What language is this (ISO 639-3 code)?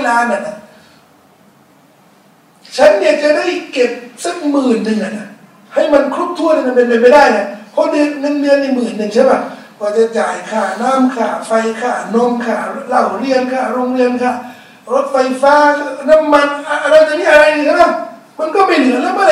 tha